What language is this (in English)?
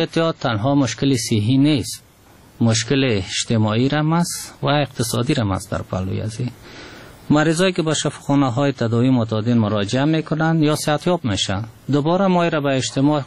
Persian